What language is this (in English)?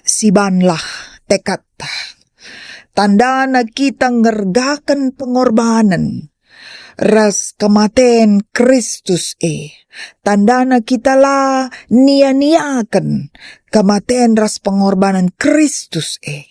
Batak Karo